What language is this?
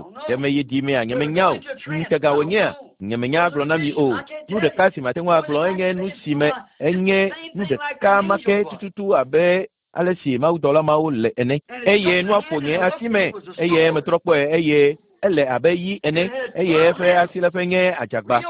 Ewe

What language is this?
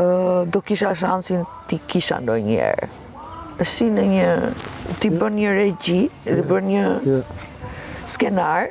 Albanian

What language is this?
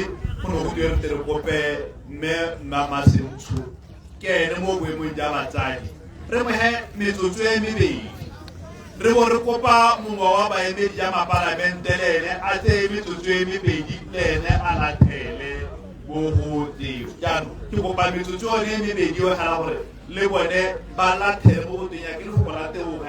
Tswana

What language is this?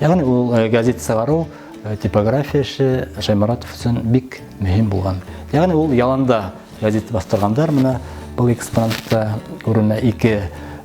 Bashkir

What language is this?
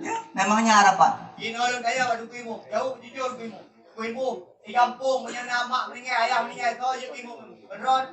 Achinese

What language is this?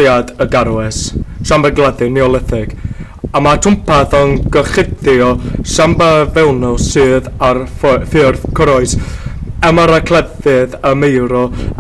Welsh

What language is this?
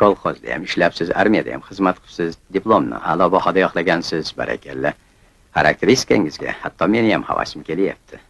Uzbek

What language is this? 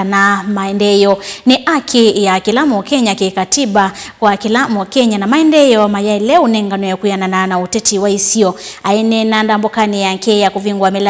Kamba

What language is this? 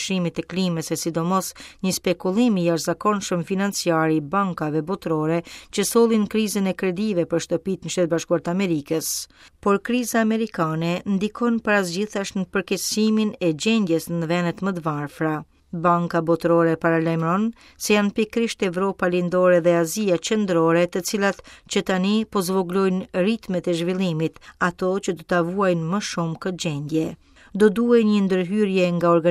Albanian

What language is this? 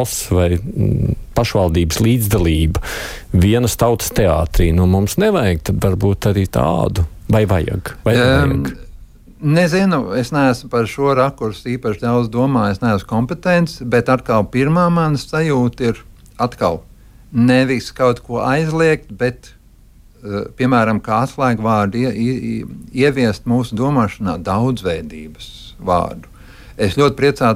Latvian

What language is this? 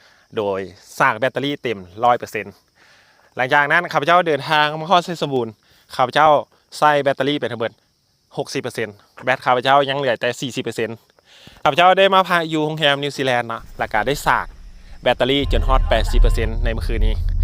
Lao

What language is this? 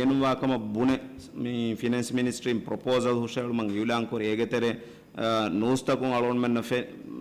Divehi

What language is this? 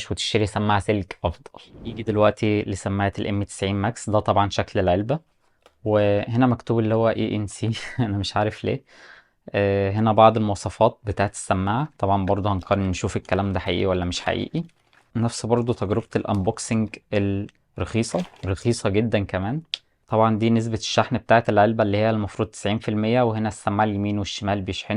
Egyptian Arabic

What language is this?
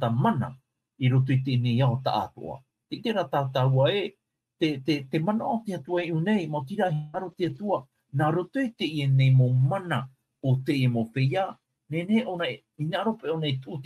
Tahitian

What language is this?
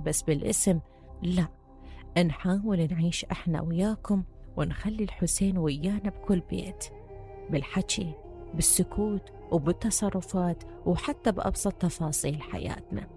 Mesopotamian Arabic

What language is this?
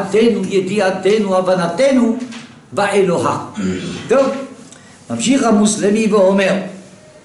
Hebrew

